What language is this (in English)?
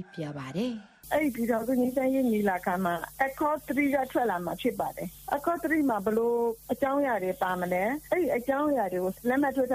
Burmese